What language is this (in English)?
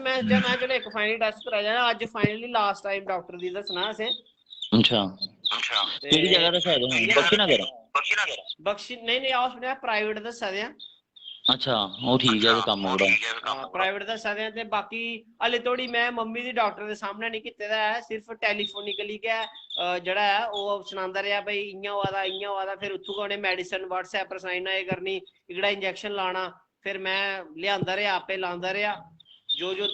Dogri